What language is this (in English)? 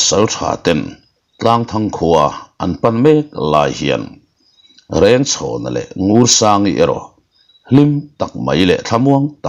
Mizo